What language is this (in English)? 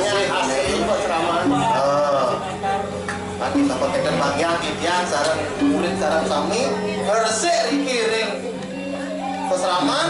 Balinese